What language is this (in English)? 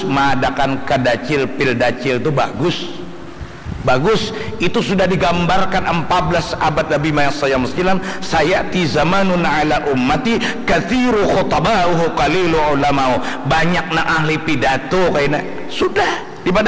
Banjar